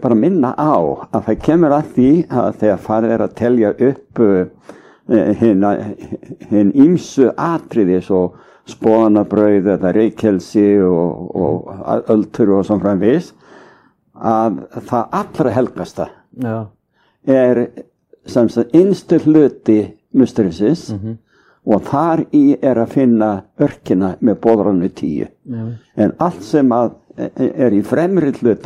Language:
Icelandic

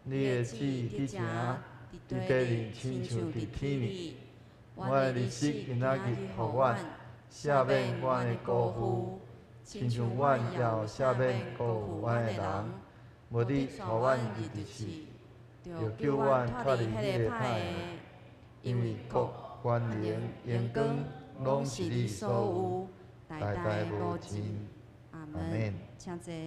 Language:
Min Nan Chinese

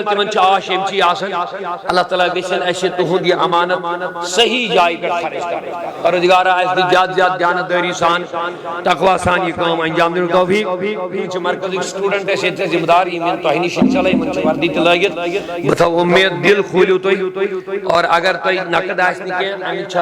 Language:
Kashmiri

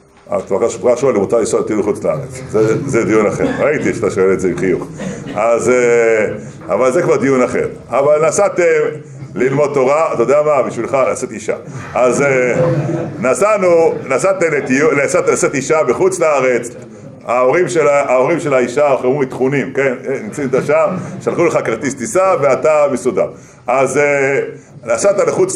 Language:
Hebrew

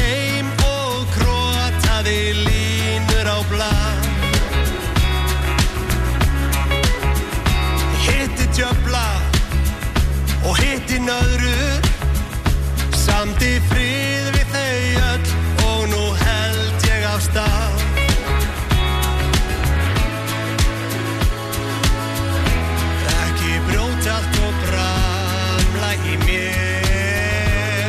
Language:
Icelandic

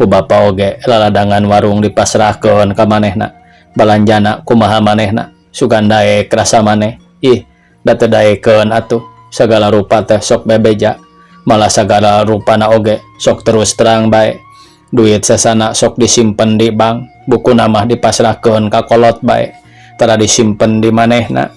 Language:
Sundanese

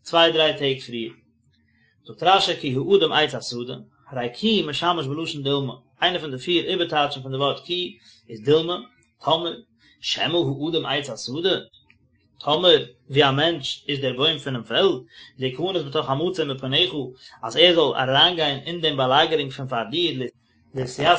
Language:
Yiddish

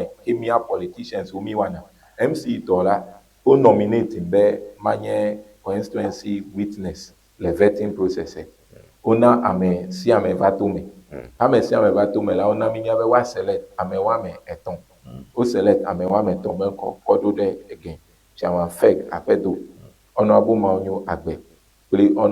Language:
Ewe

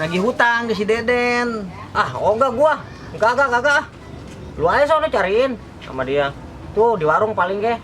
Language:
Betawi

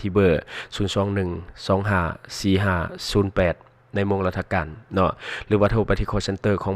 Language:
Lao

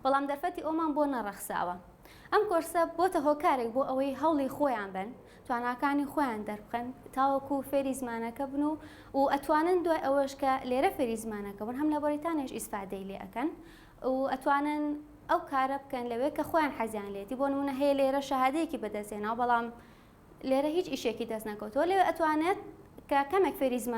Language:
Central Kurdish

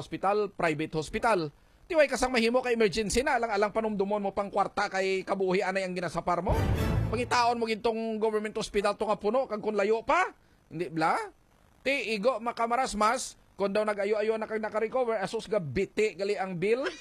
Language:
Hiligaynon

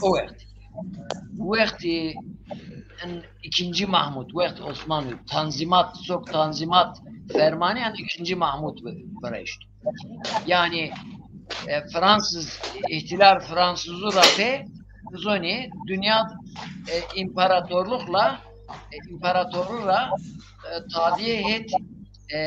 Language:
Zaza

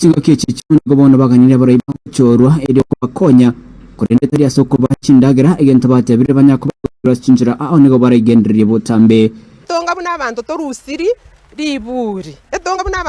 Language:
Gusii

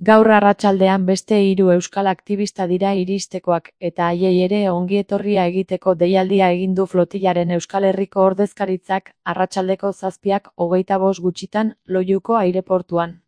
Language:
Basque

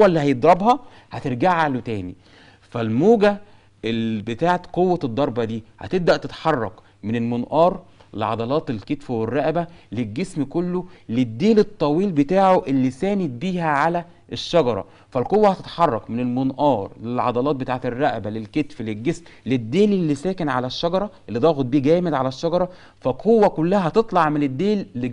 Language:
Egyptian Arabic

